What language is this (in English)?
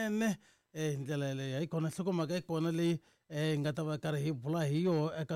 Tsonga